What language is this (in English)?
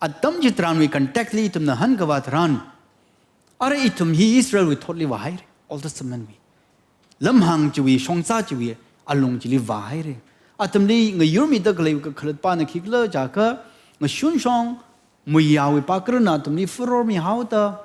Tangkhul Naga (India)